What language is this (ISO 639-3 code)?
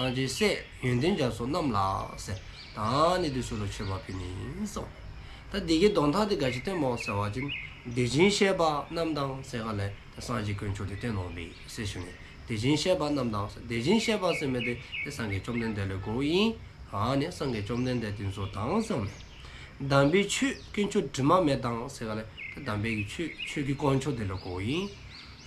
dzo